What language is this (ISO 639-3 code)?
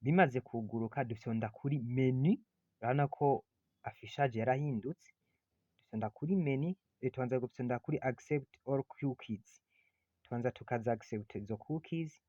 run